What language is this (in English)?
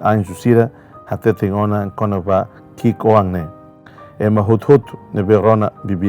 Tetum